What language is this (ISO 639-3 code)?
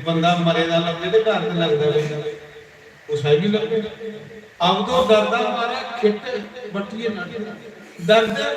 doi